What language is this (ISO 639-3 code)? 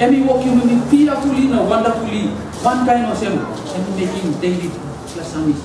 tpi